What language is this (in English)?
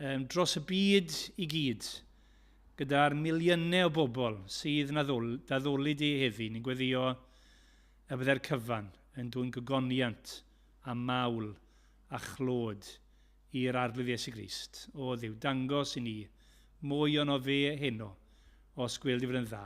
Welsh